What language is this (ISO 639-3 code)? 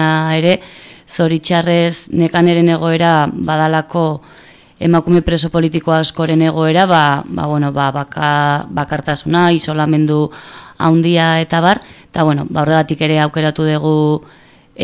eus